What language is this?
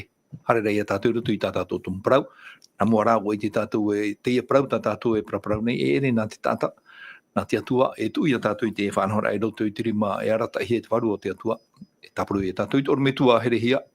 Tahitian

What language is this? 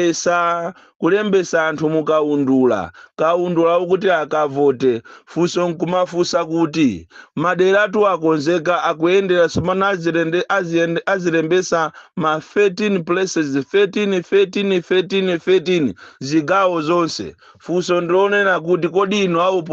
Nyanja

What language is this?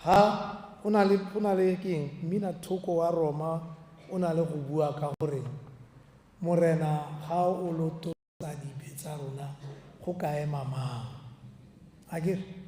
Tswana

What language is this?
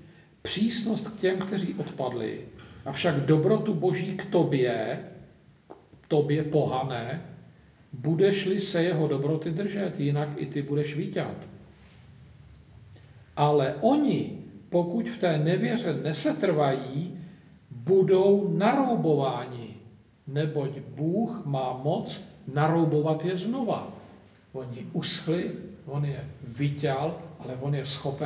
Czech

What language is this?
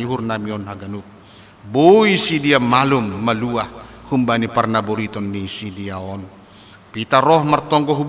Batak Simalungun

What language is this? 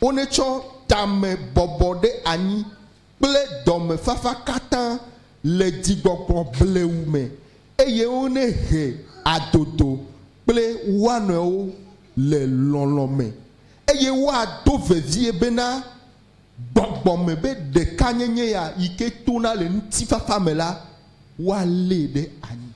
Ewe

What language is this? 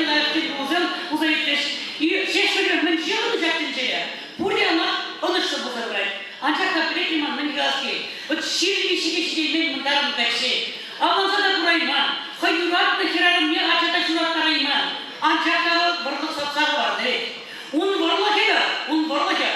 Chuvash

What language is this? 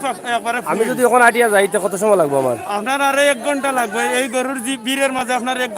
Sylheti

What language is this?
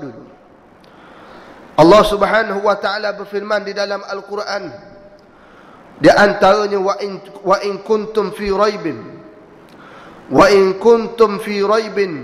Malay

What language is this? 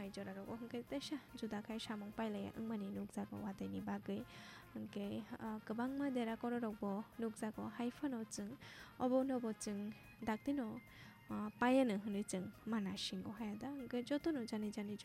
Kok Borok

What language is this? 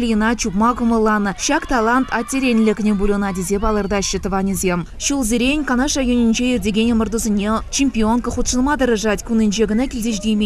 Chuvash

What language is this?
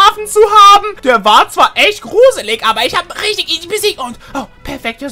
German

